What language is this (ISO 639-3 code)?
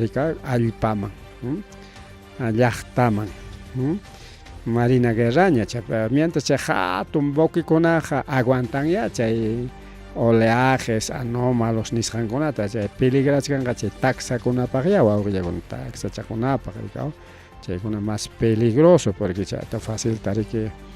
quy